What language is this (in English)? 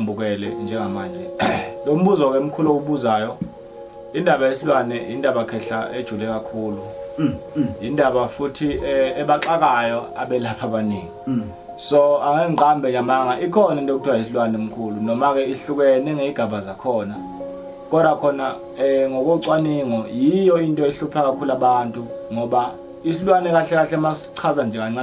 Zulu